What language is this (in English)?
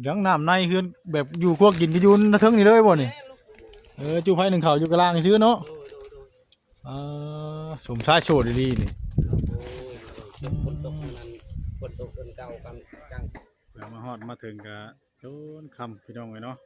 Northeastern Thai